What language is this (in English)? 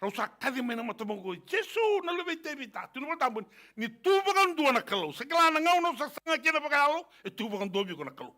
Fijian